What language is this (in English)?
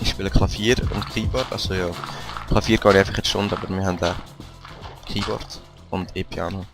Swiss German